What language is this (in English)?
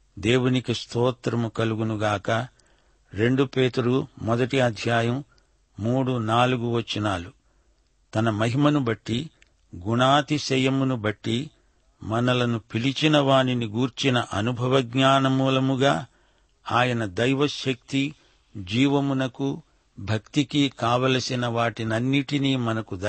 Telugu